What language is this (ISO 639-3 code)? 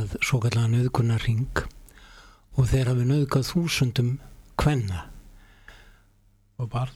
isl